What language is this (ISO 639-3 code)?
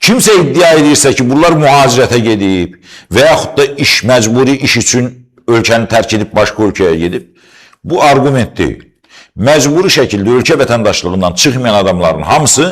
aze